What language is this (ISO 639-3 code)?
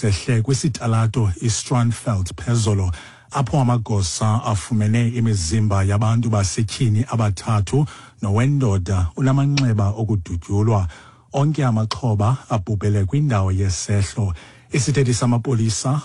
xho